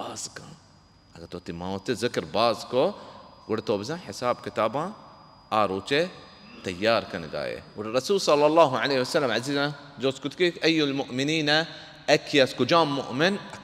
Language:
Baluchi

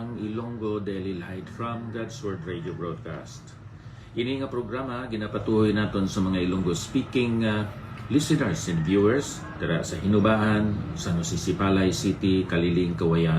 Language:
Hiligaynon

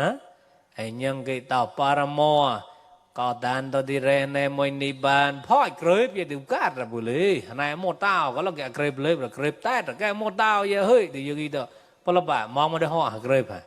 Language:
Mon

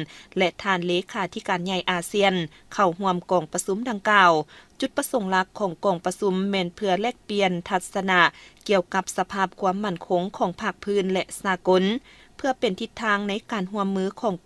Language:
Lao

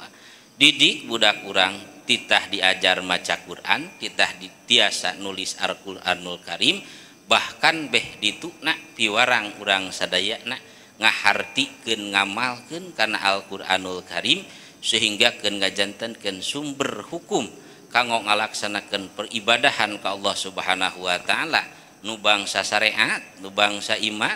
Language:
Sundanese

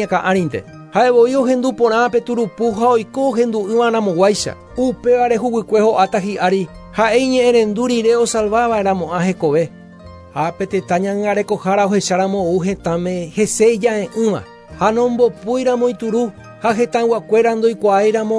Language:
Guarani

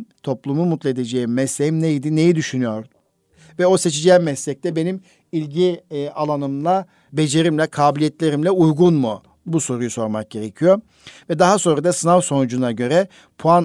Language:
Turkish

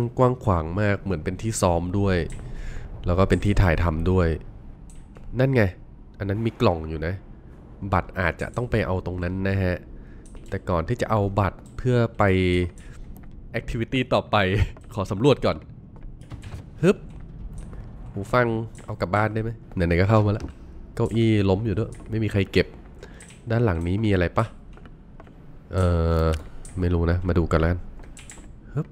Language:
Thai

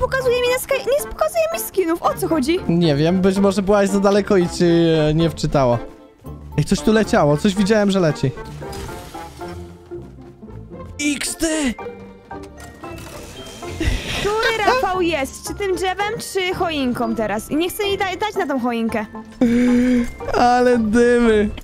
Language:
Polish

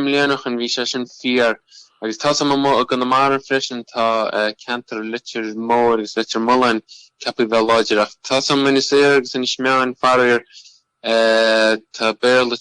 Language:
Irish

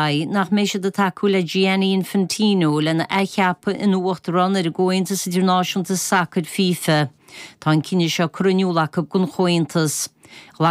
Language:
Irish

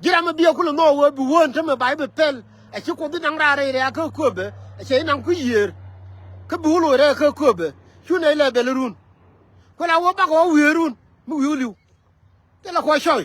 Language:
Nuer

